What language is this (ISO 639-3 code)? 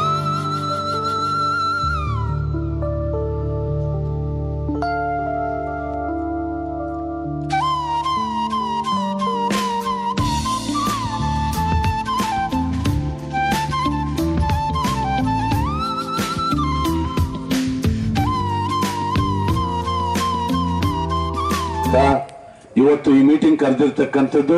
kan